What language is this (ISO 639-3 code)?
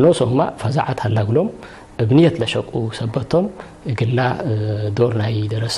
tig